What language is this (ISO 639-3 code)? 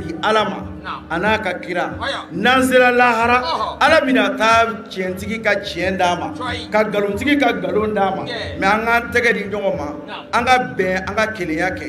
bam